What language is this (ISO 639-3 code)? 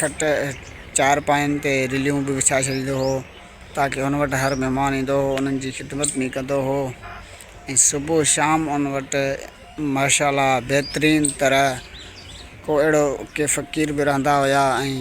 snd